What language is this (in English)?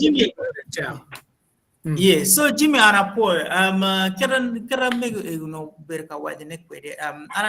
Acoli